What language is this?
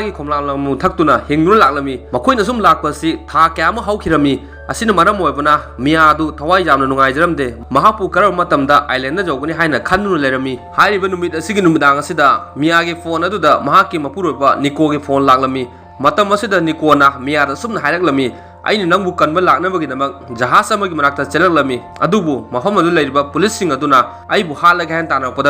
Manipuri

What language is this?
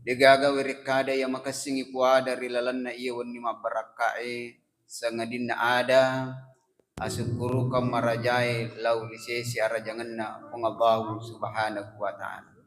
Buginese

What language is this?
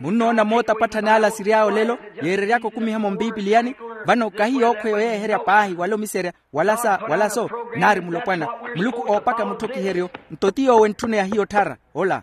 Makhuwa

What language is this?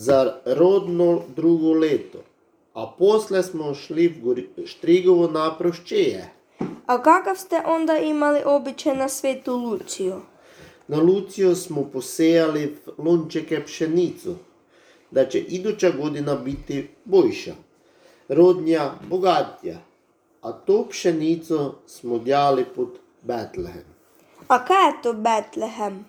Serbian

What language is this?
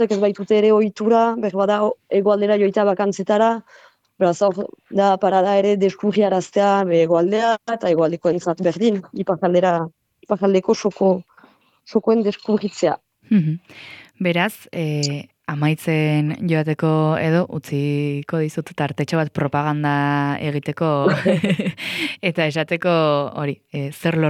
Basque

